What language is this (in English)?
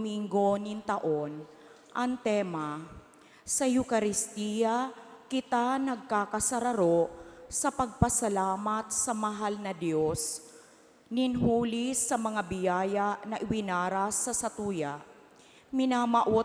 Bikol